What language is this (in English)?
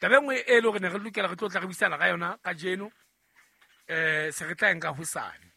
Southern Sotho